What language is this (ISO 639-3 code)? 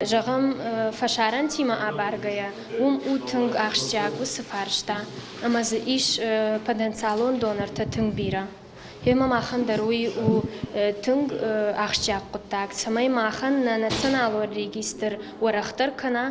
oss